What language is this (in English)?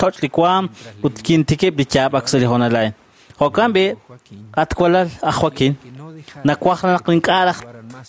Kekchí